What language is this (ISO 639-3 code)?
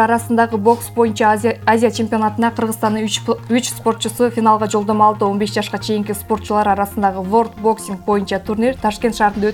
kir